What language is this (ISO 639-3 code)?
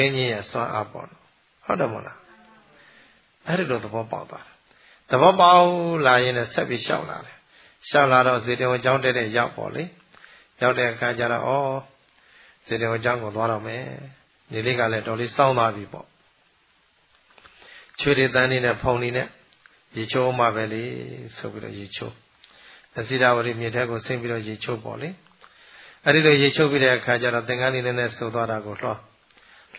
mya